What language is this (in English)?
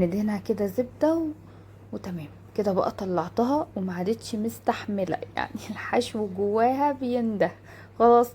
Egyptian Arabic